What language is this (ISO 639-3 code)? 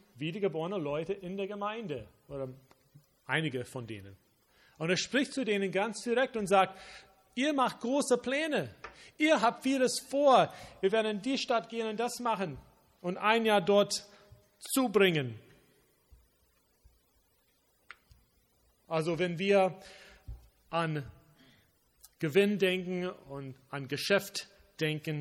deu